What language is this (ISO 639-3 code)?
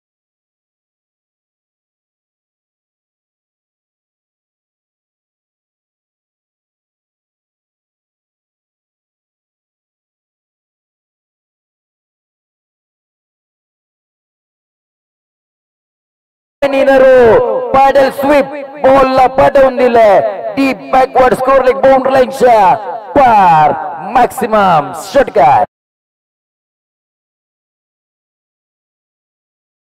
mar